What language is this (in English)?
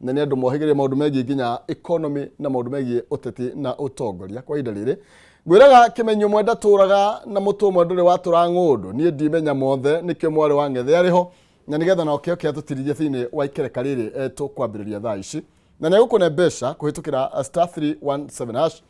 Kikuyu